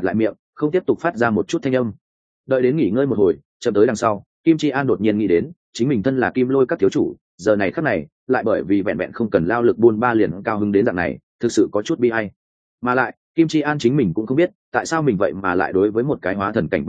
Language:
Vietnamese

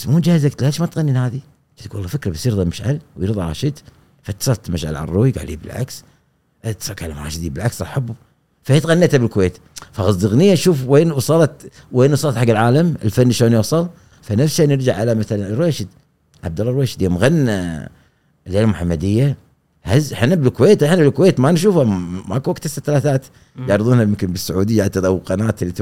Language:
Gulf Arabic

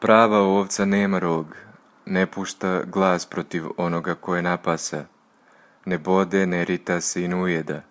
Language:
Serbian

